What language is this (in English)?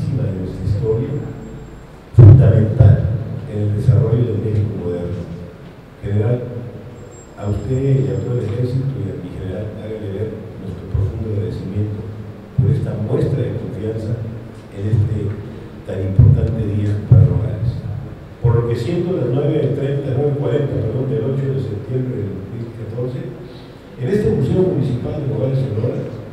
Spanish